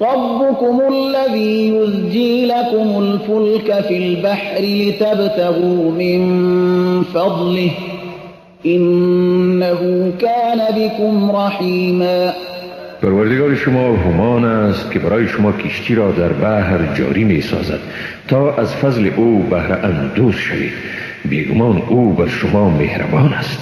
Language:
Persian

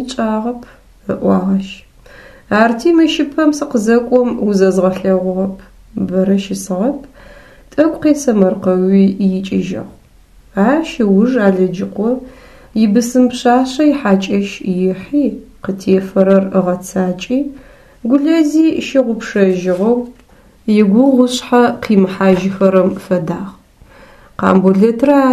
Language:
Adyghe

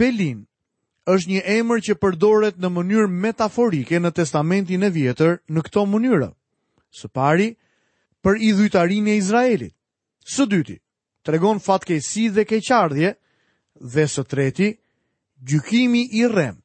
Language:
Albanian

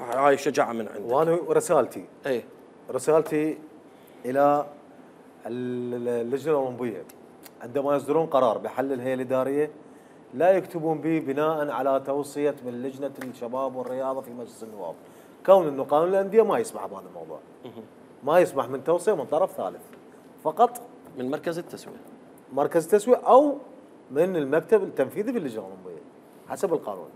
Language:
Mesopotamian Arabic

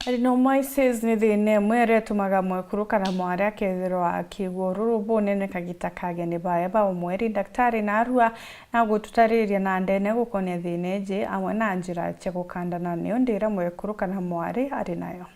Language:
Meru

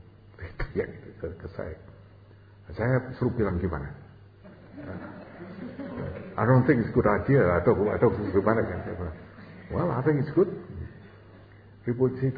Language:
Indonesian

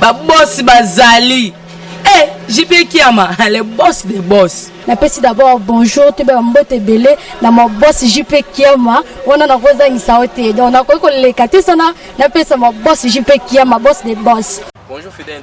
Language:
Lingala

